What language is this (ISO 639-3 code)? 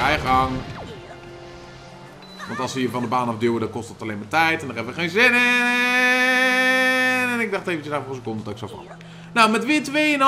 nld